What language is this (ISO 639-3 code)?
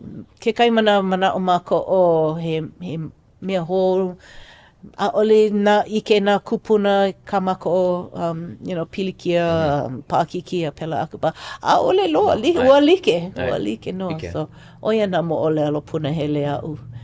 haw